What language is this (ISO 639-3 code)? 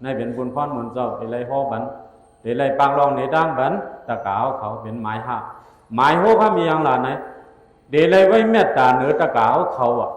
shn